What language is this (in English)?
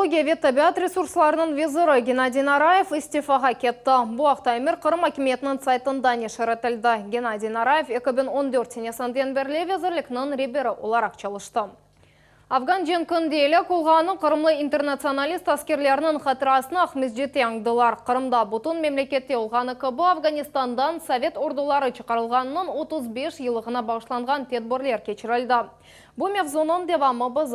Crimean Tatar